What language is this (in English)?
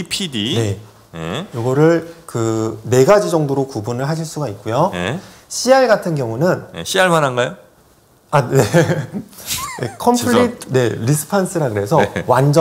Korean